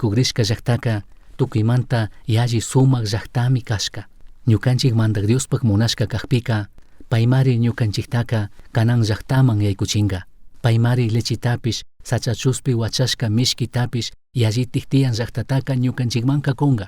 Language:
Chimborazo Highland Quichua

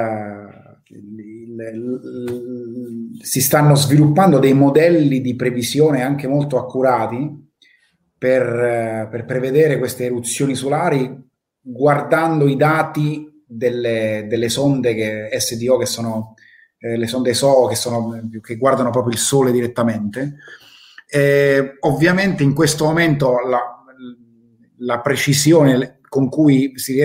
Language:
Italian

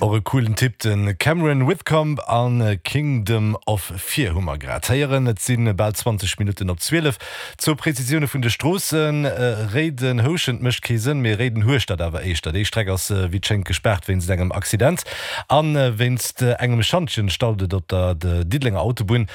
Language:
Luxembourgish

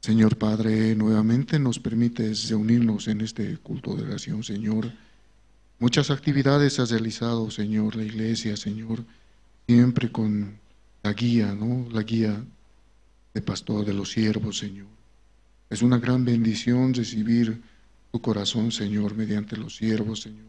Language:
South Bolivian Quechua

